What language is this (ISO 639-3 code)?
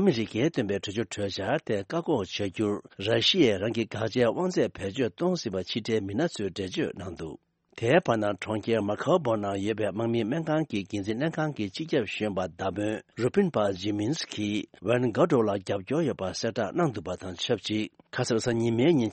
bod